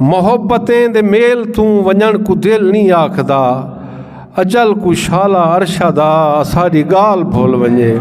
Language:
Saraiki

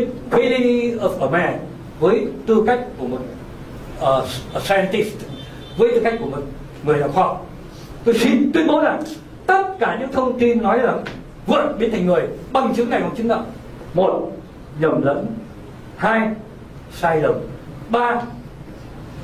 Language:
Vietnamese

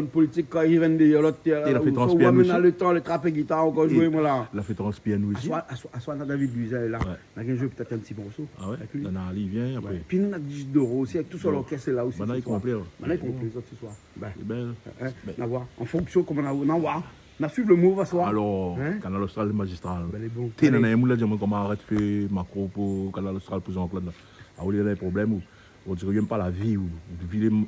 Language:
Réunion Creole French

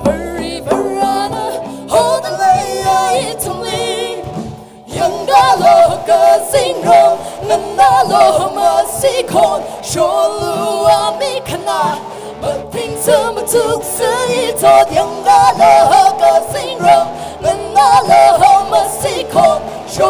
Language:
Tangkhul Naga (India)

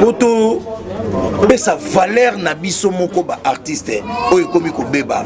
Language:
Lingala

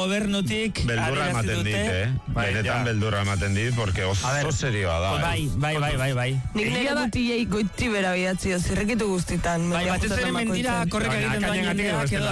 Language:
Basque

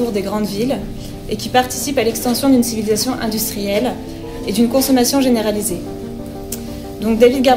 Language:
French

